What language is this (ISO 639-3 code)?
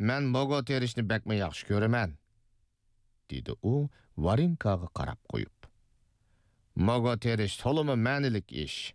uig